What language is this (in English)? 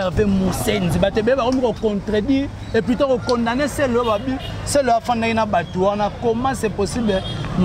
Lingala